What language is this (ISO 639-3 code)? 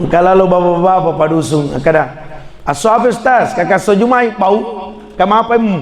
bug